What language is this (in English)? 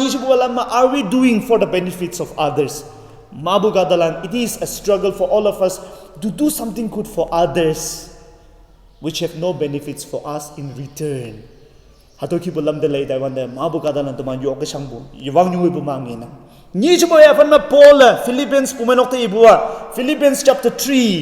Konyak Naga